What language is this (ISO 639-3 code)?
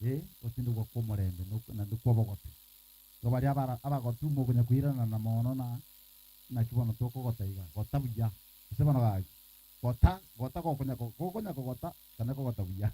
guz